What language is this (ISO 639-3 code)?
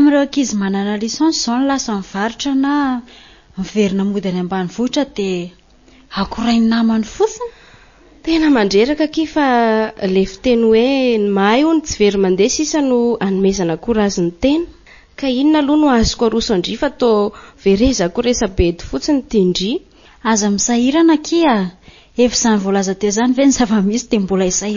mlg